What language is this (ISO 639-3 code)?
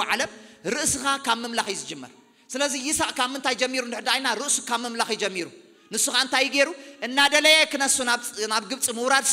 tir